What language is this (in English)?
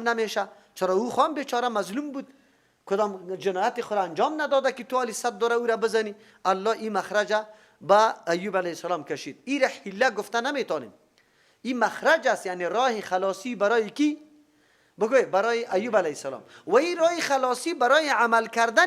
Persian